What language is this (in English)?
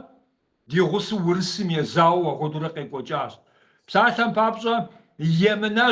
Kabardian